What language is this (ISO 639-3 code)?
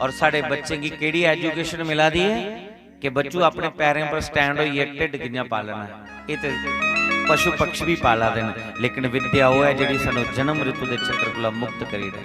doi